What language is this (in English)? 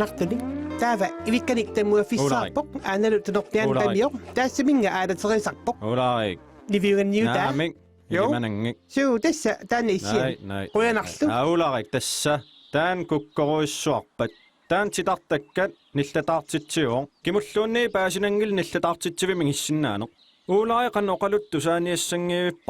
Kalaallisut